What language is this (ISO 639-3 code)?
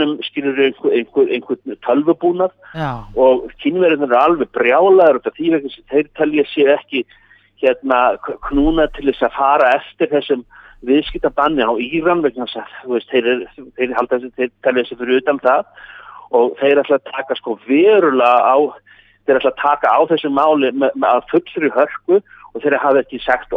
isl